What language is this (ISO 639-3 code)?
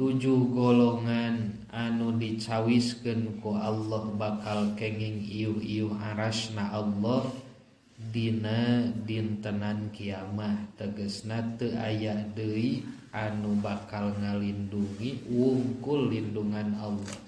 sun